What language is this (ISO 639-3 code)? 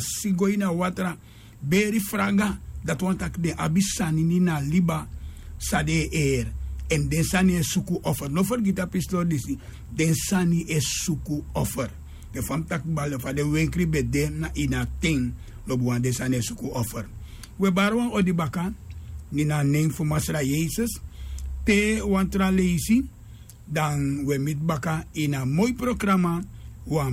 srn